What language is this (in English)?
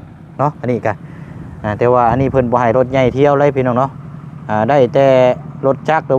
Lao